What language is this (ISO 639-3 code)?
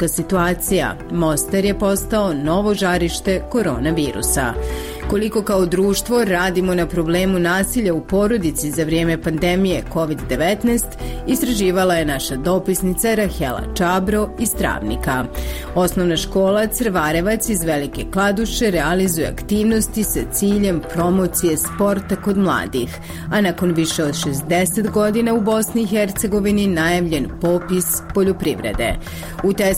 bos